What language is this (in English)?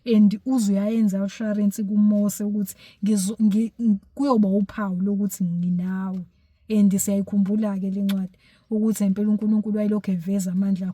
Zulu